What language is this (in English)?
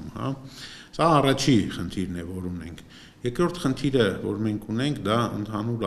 Armenian